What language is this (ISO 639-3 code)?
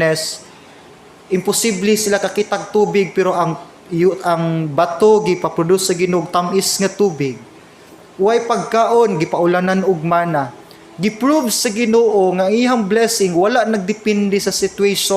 ceb